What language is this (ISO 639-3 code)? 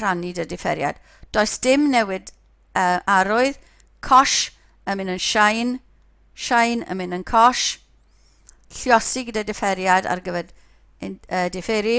cym